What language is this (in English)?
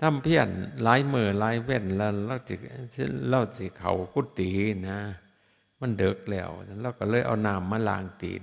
Northeastern Thai